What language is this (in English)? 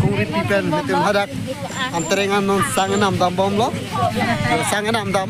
Karbi